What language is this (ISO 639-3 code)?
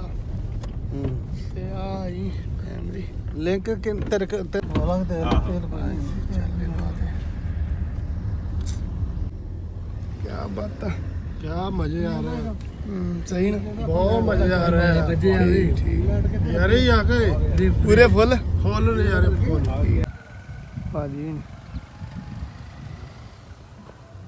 pan